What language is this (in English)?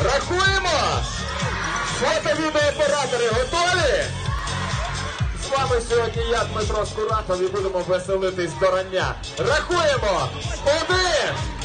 Ukrainian